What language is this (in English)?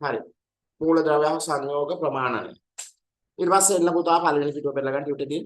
Sinhala